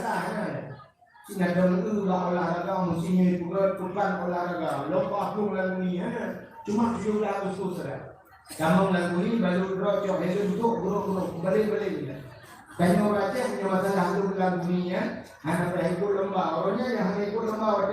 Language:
Achinese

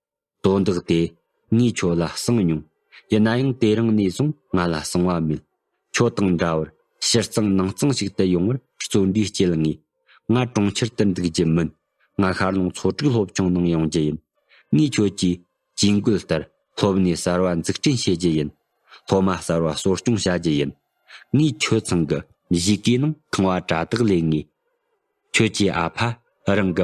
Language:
Tibetan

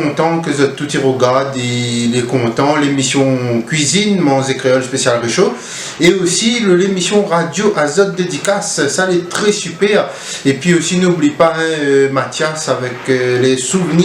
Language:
Réunion Creole French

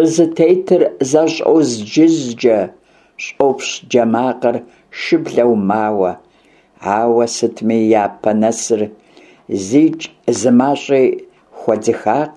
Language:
Kabardian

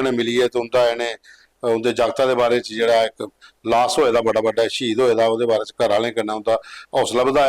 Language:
Dogri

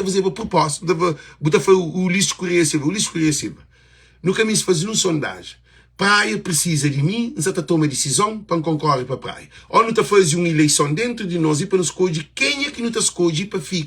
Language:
Kabuverdianu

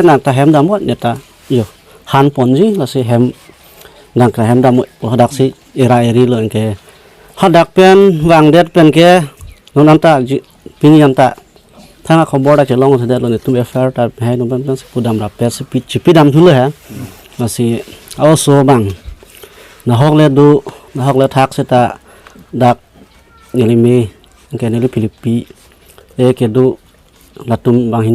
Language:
Karbi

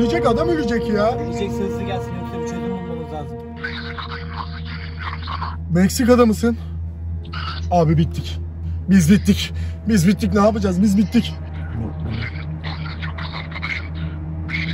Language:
Turkish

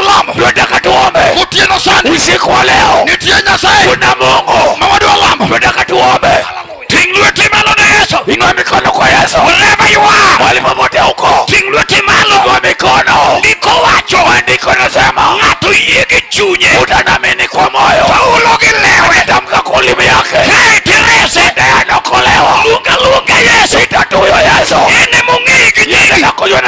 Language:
Luo (Kenya and Tanzania)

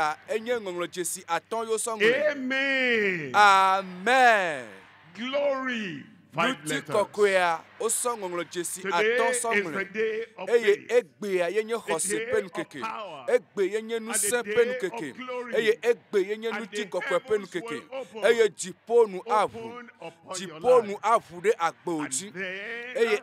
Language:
Ewe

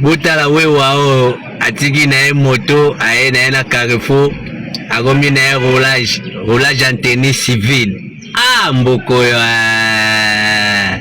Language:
Lingala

